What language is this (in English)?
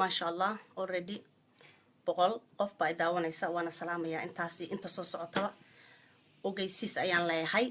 Somali